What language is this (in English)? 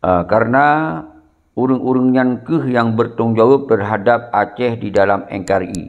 Achinese